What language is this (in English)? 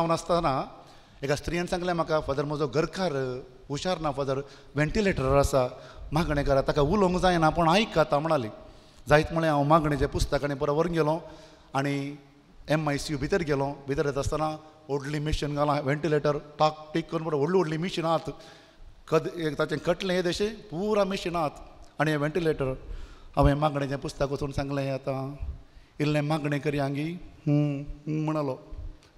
Konkani